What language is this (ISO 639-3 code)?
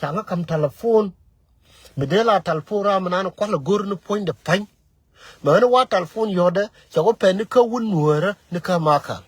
nus